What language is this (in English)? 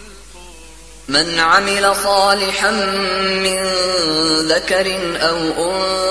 Bosnian